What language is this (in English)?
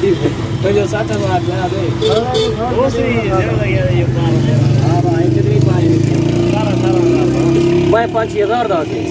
Saraiki